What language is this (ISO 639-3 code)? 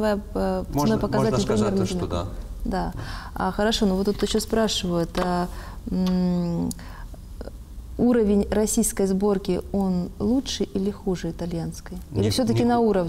rus